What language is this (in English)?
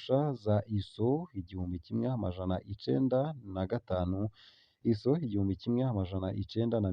Rundi